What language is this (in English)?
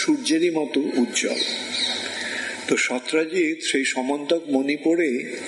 Bangla